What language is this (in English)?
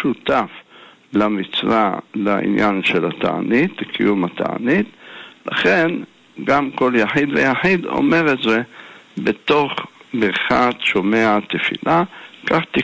Hebrew